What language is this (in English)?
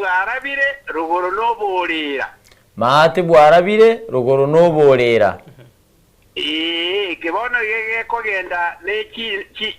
Gusii